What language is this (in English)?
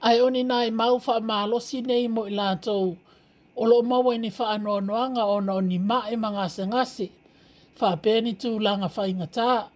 Samoan